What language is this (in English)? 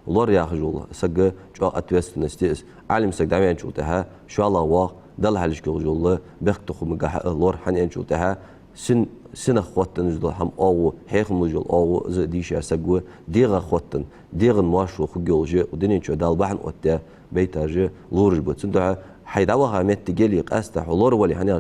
Ingush